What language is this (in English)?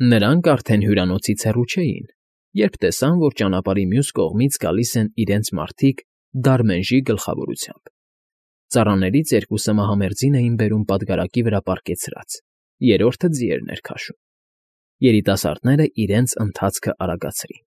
Armenian